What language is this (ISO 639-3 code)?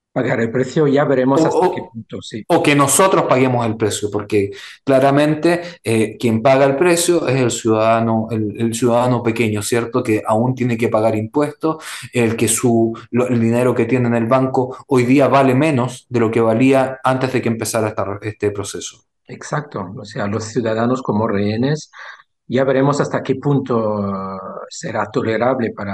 spa